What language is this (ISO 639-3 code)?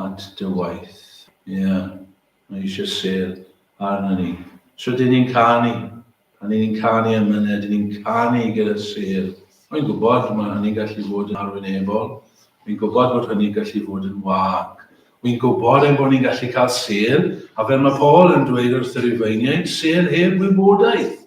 cym